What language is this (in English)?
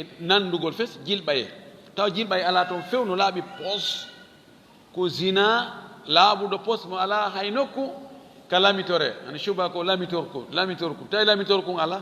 Fula